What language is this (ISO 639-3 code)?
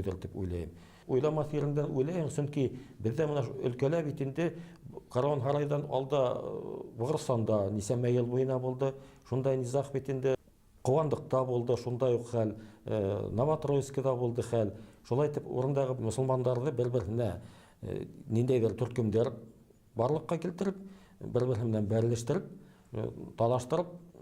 bak